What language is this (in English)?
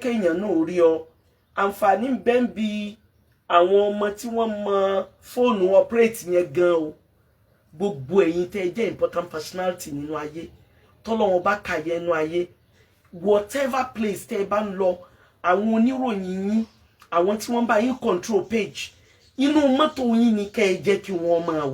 Yoruba